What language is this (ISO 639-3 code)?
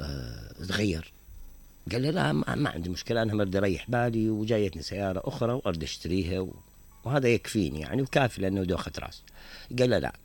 acm